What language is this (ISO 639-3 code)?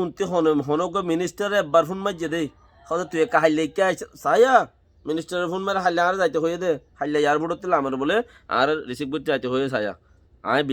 rhg